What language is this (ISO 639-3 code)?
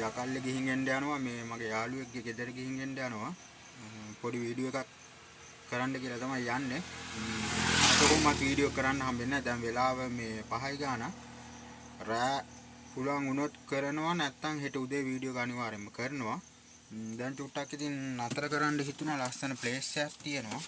sin